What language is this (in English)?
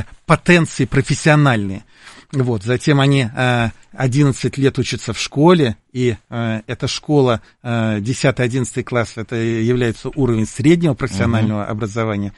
Russian